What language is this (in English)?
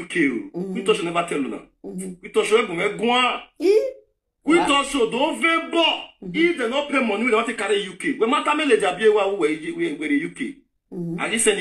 Nigerian Pidgin